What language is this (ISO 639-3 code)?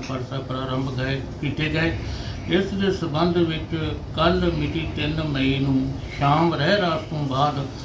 pan